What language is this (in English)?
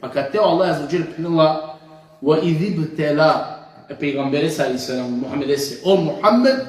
Balkan Romani